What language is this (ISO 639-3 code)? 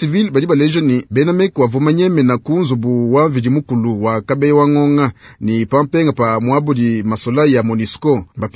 lua